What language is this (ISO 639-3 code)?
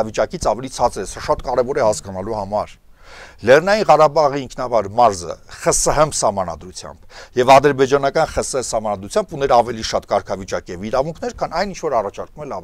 hye